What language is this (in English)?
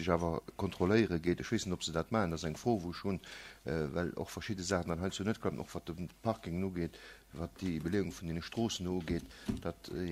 Luxembourgish